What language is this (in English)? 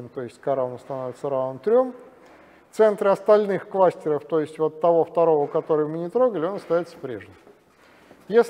Russian